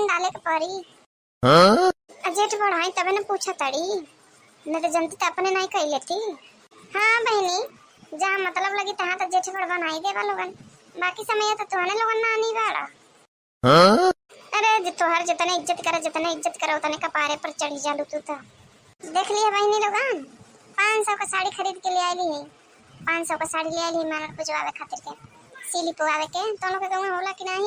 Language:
Bhojpuri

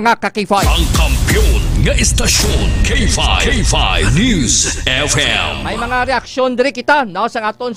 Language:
Hiligaynon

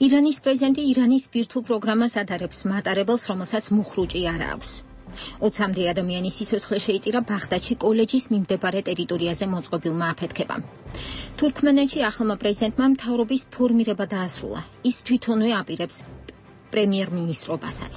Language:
Georgian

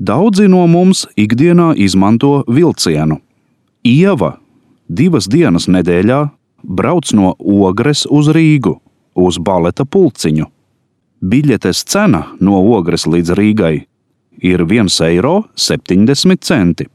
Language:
Latvian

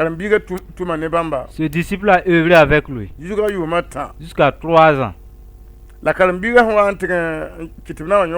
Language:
Mossi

